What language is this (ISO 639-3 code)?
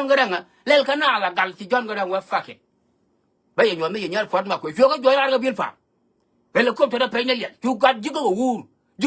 nus